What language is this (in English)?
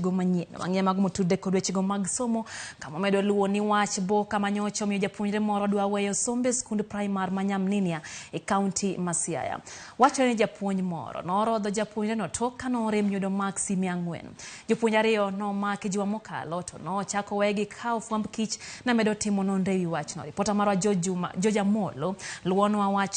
Luo (Kenya and Tanzania)